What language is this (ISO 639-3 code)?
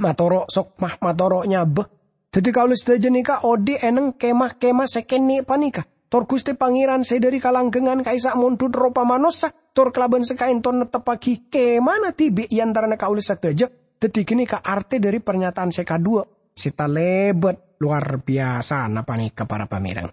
mad